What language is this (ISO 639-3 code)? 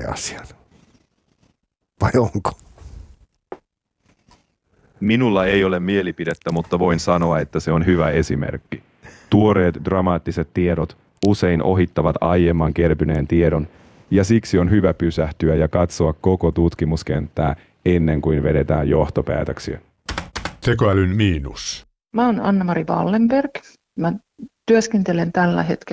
fin